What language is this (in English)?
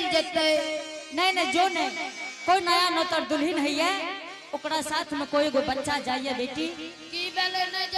Angika